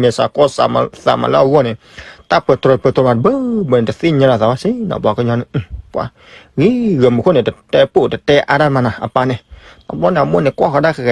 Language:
S'gaw Karen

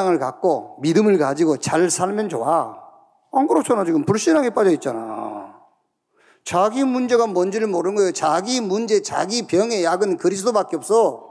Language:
Korean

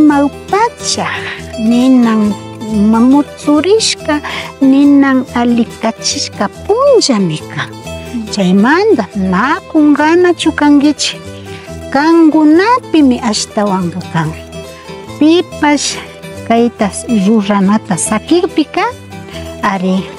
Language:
Imbabura Highland Quichua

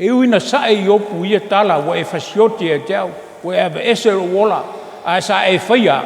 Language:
Samoan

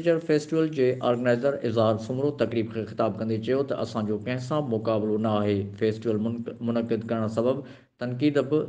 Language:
Sindhi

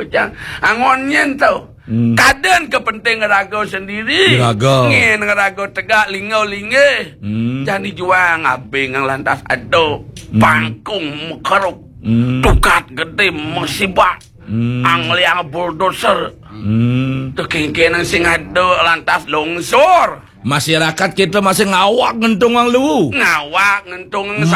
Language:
Balinese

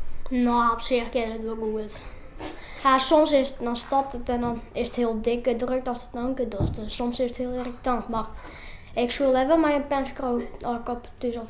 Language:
Western Frisian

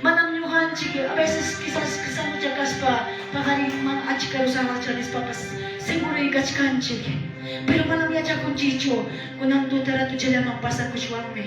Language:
Quechua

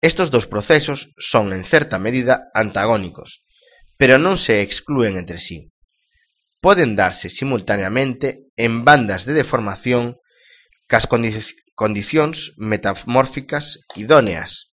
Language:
Galician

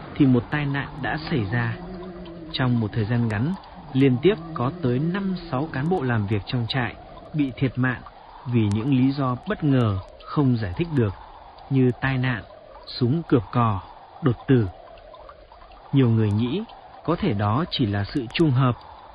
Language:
Vietnamese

